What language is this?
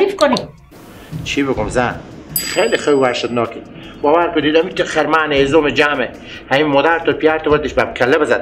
Persian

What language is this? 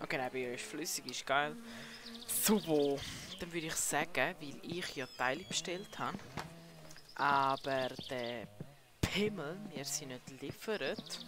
Swiss German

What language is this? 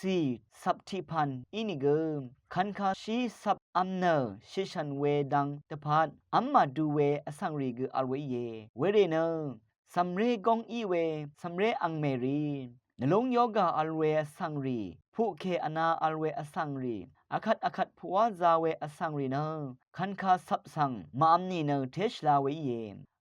Rawang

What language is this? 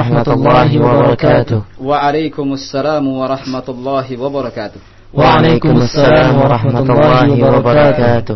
Indonesian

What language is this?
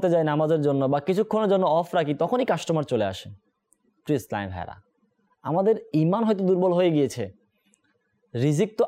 Bangla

